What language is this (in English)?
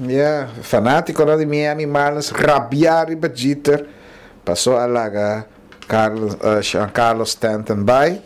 Papiamento